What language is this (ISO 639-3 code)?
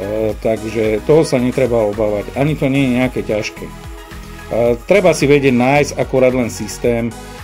slk